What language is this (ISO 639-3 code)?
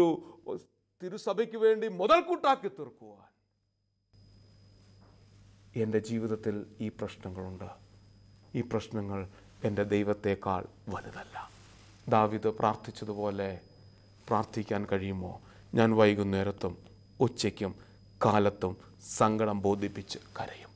mal